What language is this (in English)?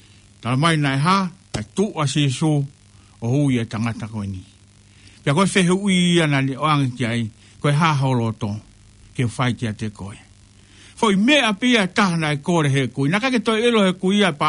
Tongan